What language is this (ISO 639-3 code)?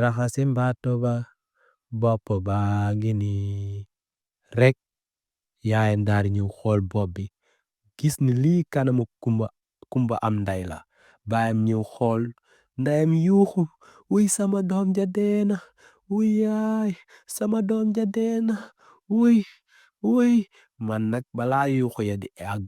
wol